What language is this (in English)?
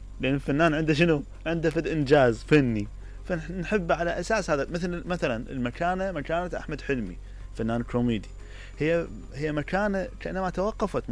Mesopotamian Arabic